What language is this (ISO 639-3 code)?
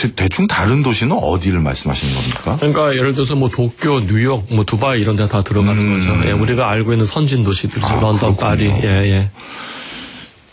kor